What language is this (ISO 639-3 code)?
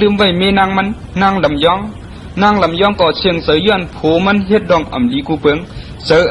shn